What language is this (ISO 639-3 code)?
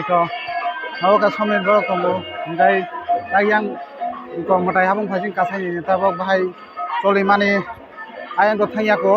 trp